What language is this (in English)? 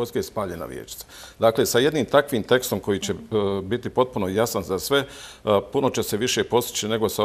Croatian